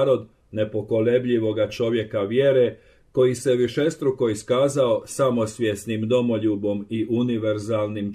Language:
Croatian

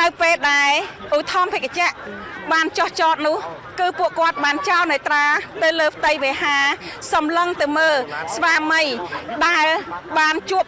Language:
Khmer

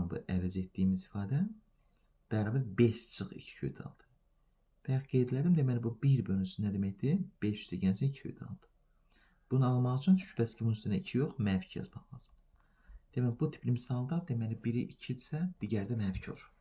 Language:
Azerbaijani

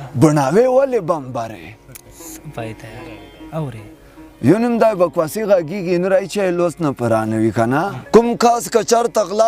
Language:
Pashto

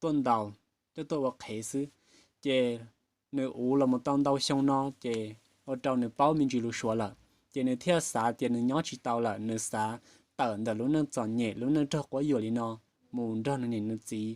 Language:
Hmong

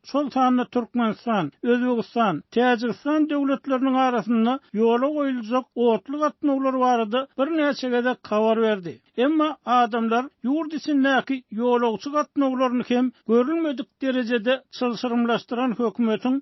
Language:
Turkmen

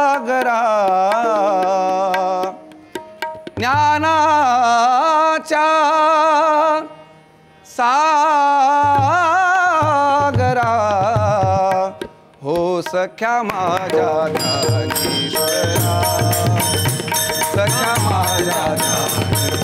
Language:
Marathi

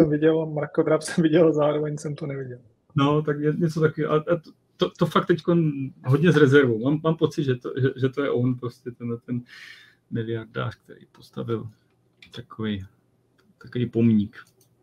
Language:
Czech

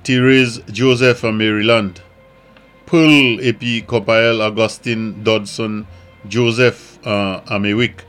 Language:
Saint Lucian Creole French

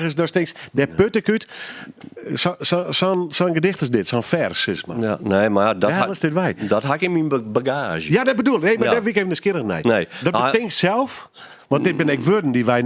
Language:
Western Frisian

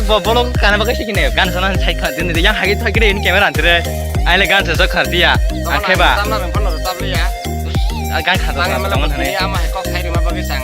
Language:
Kok Borok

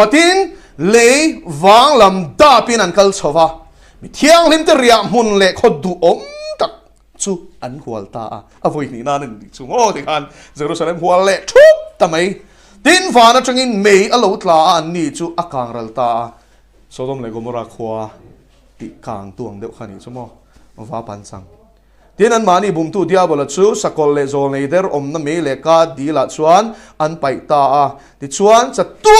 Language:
Mizo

